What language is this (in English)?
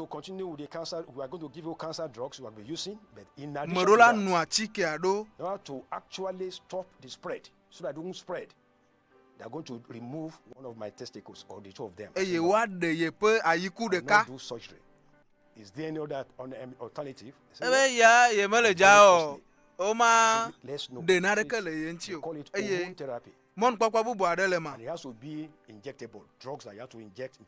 Ewe